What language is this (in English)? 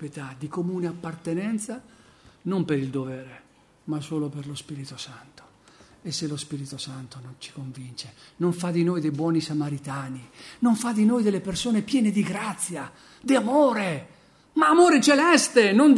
Italian